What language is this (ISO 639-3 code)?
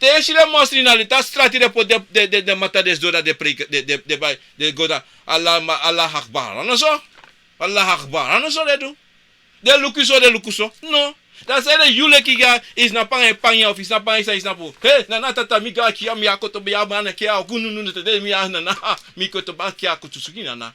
srn